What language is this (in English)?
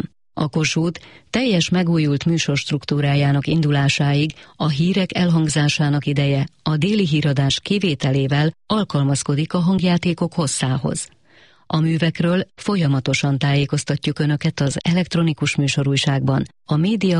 Hungarian